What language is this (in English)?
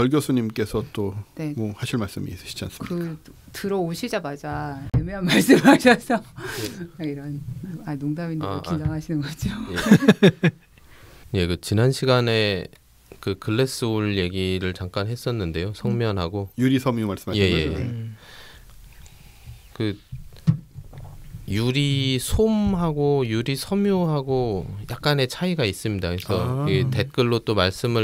Korean